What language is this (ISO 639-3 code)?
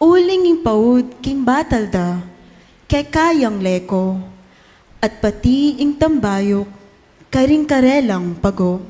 pam